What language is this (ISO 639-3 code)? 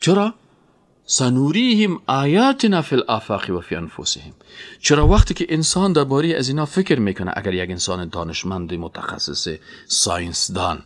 fas